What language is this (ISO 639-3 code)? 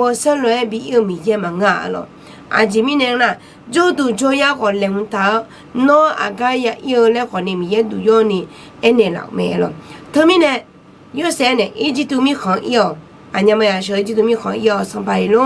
ahk